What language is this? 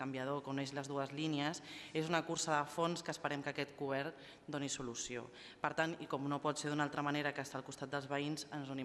Catalan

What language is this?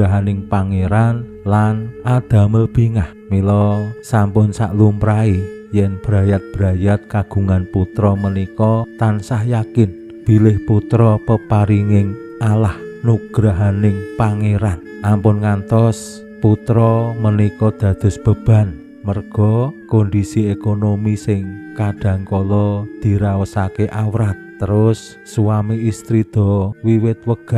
Javanese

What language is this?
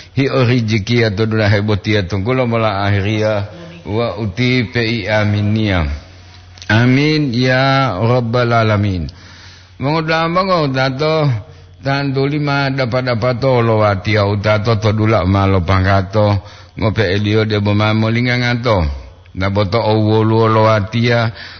Gorontalo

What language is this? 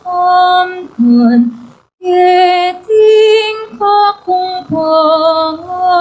Pampanga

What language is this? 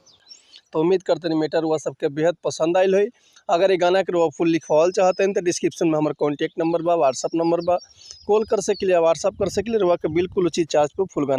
Bhojpuri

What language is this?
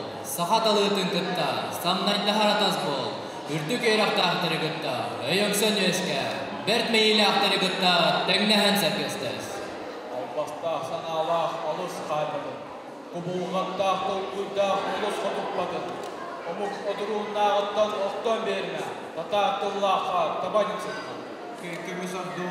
Yakut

